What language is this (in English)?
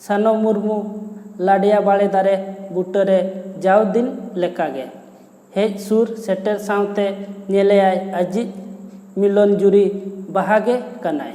Santali